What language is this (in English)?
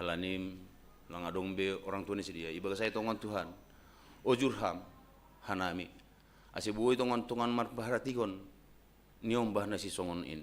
Batak Simalungun